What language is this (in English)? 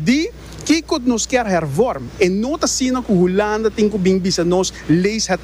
Papiamento